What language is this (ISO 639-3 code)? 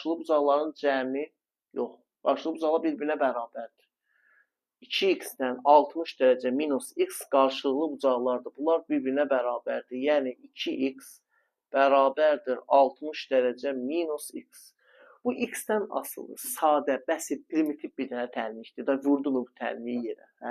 aze